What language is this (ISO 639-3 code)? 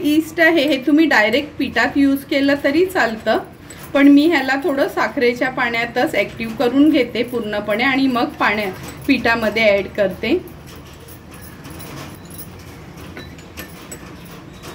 mar